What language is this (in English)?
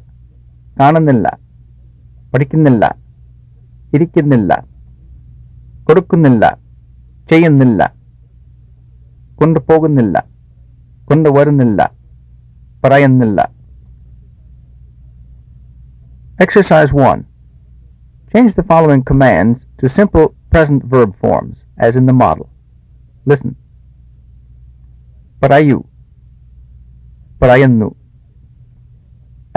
Malayalam